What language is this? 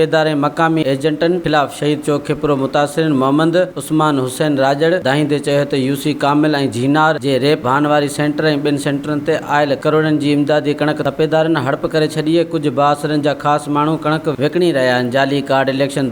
Sindhi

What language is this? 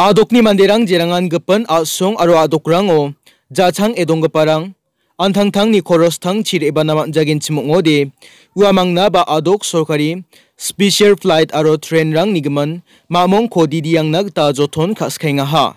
Garo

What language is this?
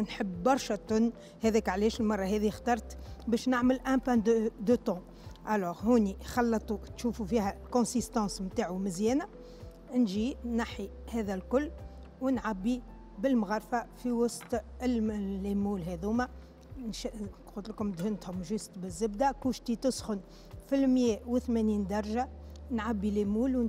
Tunisian Arabic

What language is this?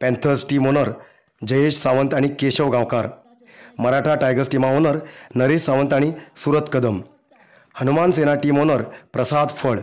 Konkani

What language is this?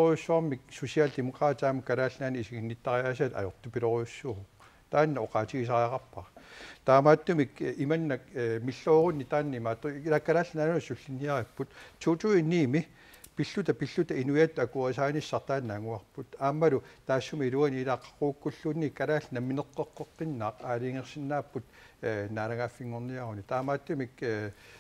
Kalaallisut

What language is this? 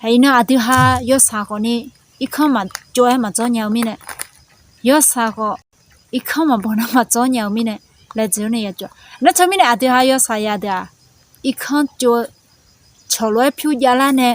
Akha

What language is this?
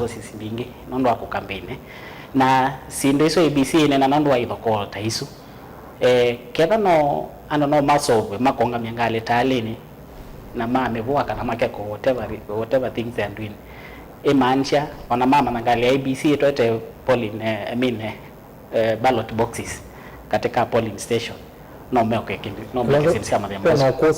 Kamba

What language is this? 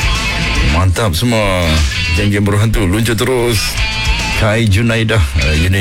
Malay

